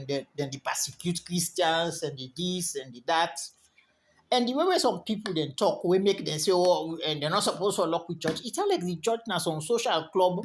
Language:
Krio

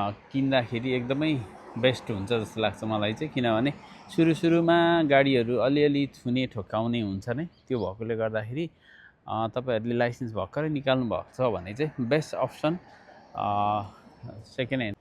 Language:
Nepali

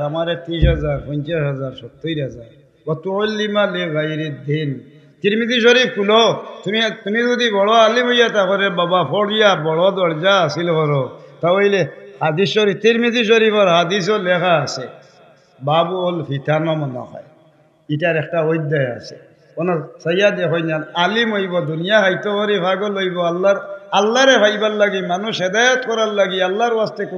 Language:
Sylheti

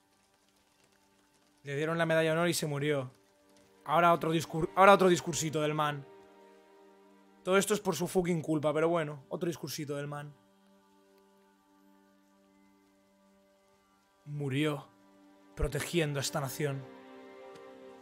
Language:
Spanish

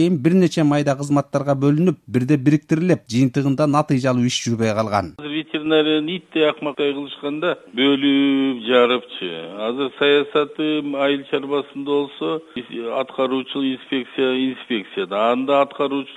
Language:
Kyrgyz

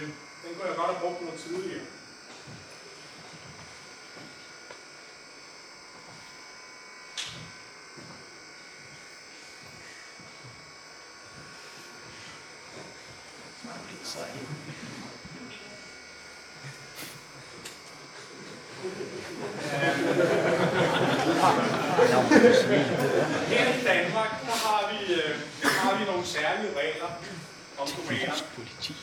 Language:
Danish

